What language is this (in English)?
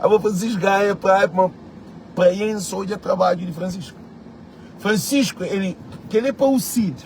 Kabuverdianu